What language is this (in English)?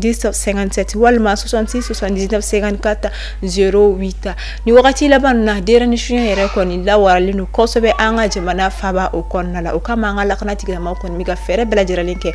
Bambara